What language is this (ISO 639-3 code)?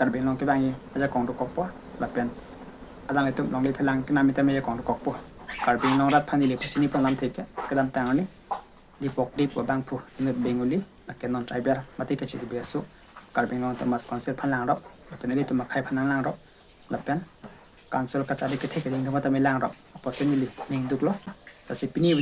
mjw